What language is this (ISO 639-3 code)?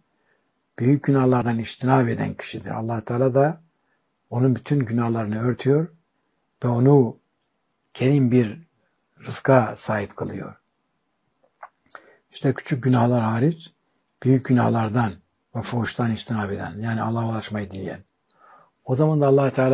tur